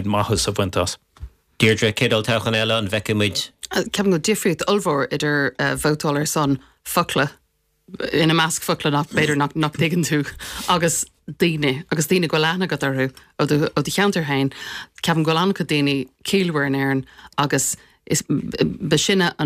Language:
Irish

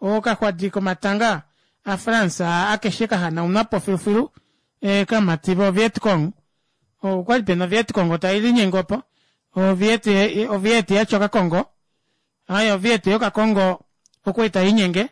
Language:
Kuanyama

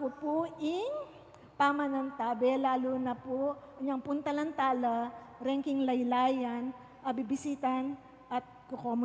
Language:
Pampanga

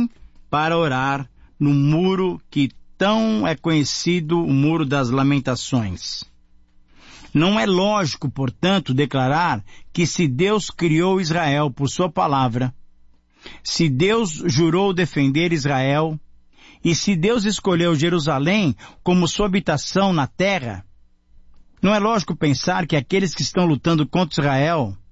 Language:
Portuguese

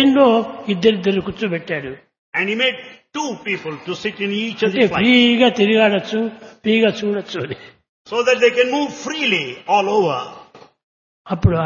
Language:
Telugu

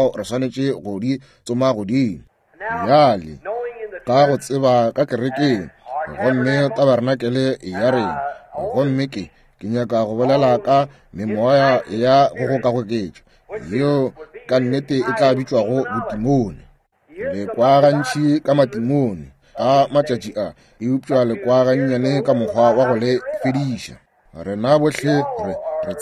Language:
Northern Sotho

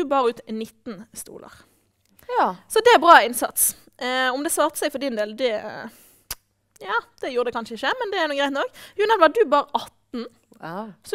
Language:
Norwegian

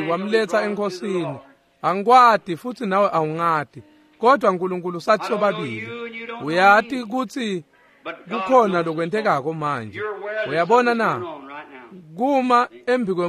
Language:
Swati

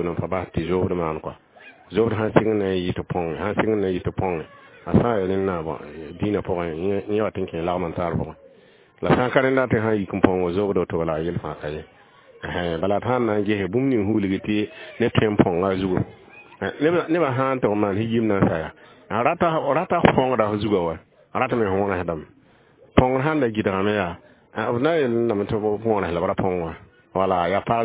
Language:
Mossi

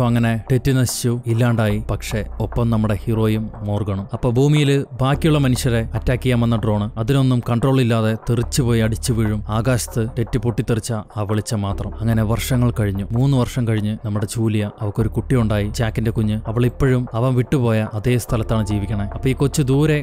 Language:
Malayalam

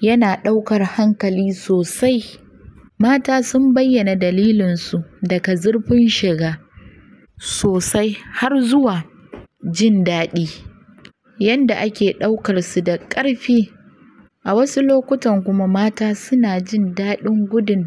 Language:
Hausa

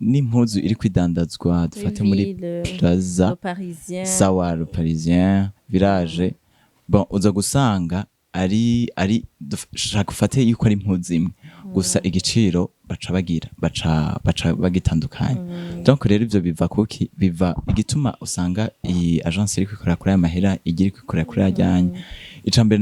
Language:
Rundi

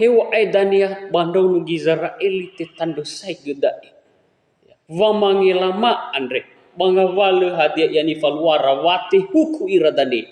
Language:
Nias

